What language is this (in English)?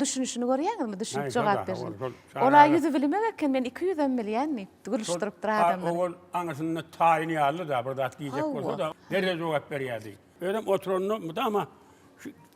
Turkmen